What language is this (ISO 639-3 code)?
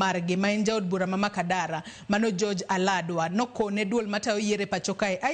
luo